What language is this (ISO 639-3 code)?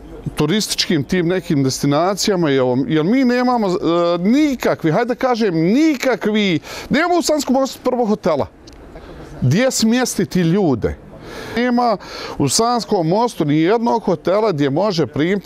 bos